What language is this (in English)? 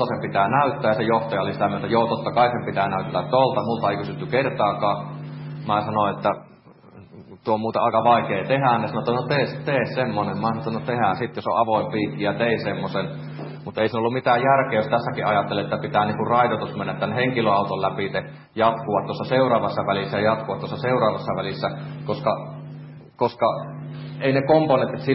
Finnish